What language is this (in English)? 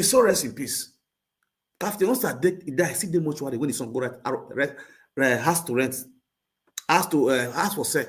Nigerian Pidgin